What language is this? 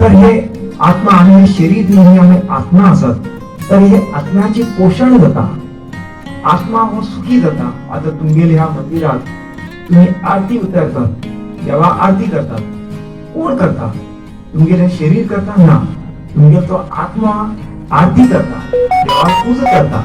Konkani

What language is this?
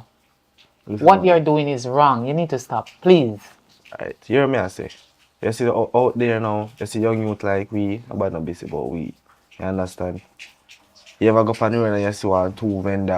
Jamaican Creole English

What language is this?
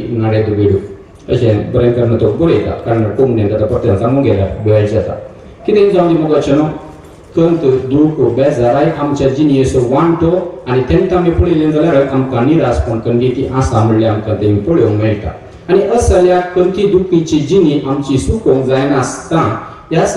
Konkani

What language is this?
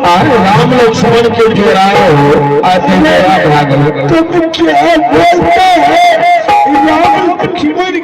Maithili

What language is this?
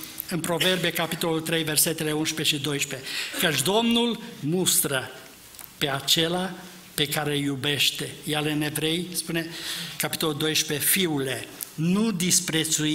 Romanian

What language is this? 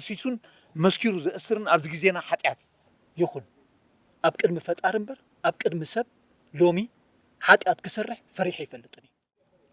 Tigrinya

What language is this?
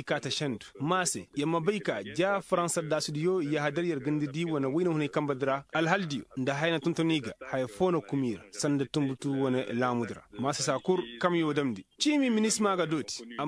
Koyraboro Senni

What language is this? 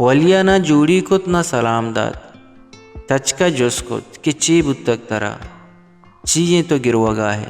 Baluchi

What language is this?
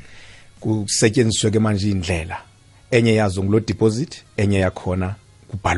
South Ndebele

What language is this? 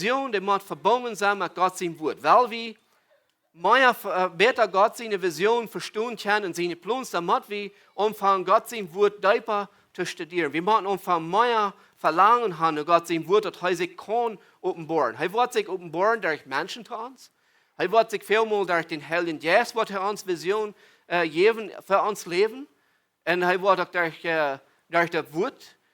Plautdietsch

